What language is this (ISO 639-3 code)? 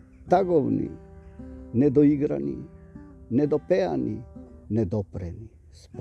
mkd